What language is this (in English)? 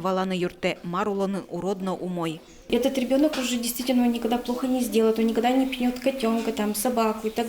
Udmurt